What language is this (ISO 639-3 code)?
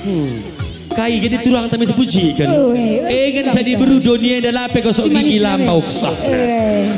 btx